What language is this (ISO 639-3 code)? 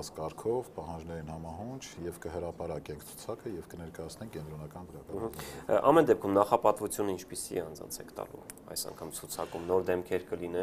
hye